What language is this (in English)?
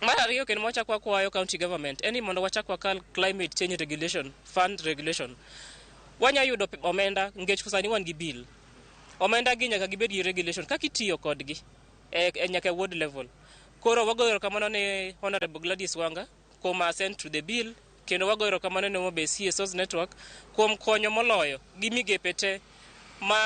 Luo (Kenya and Tanzania)